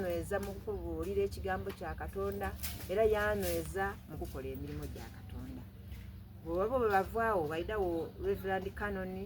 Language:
Soga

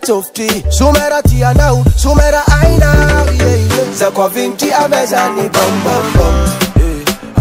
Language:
Swahili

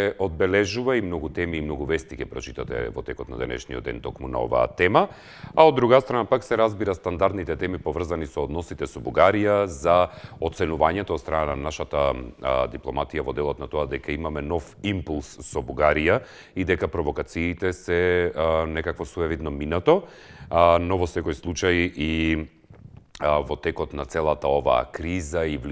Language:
Macedonian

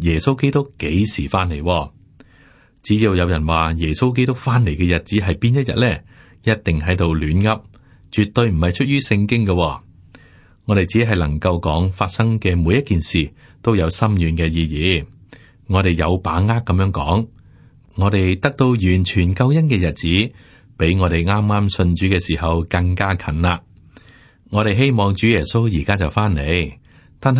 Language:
Cantonese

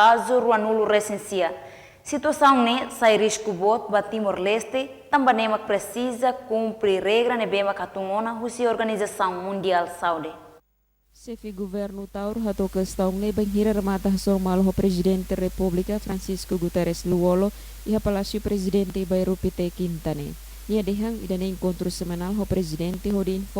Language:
Tetum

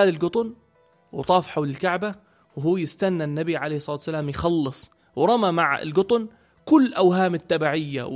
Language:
North Levantine Arabic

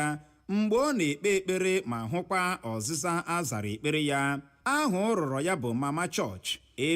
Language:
Igbo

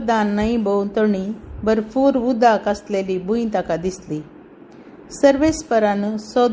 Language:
Konkani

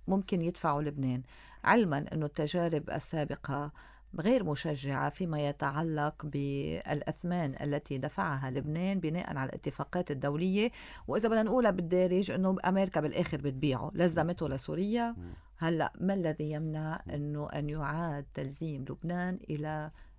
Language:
North Levantine Arabic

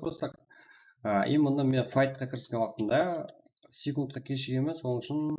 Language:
Kara-Kalpak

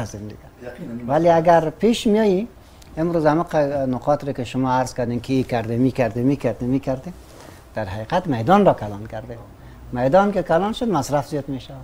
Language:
Persian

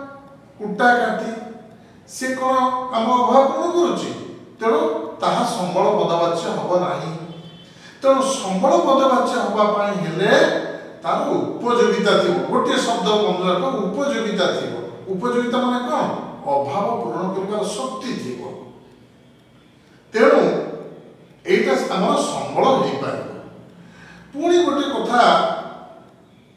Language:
Odia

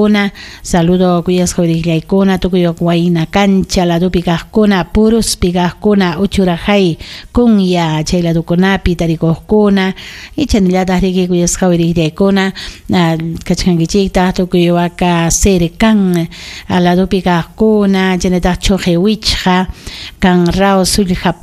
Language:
Ayacucho Quechua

